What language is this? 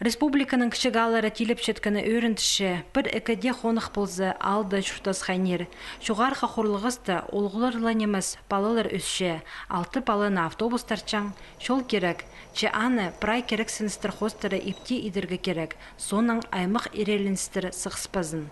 Khakas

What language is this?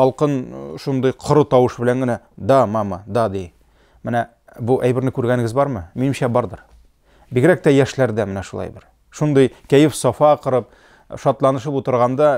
Tatar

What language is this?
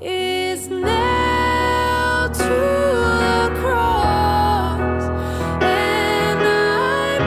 Tongan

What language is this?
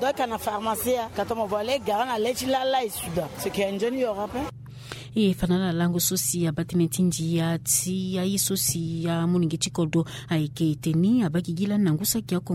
Sango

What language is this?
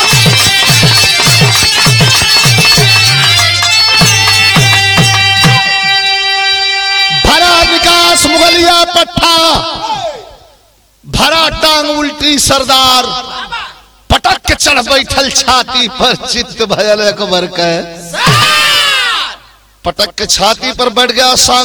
Bhojpuri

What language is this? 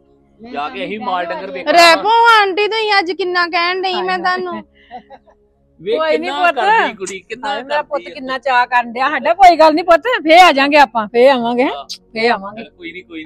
Punjabi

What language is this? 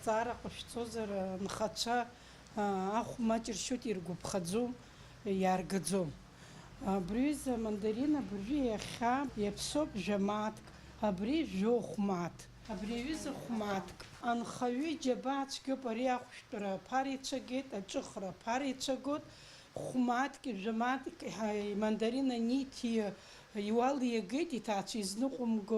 Abkhazian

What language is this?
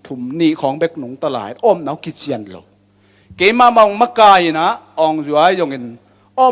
Tedim Chin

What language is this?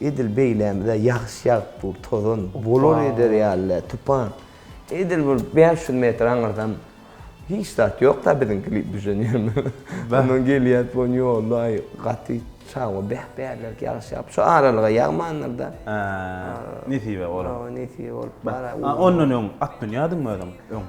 Turkmen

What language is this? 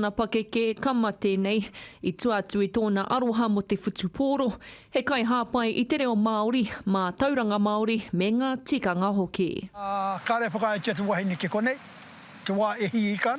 Māori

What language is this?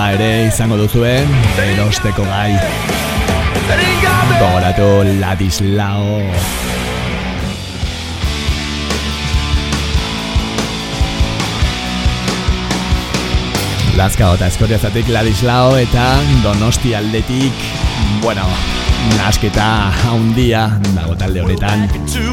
Basque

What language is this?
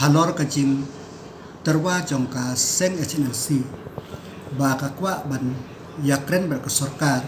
Khasi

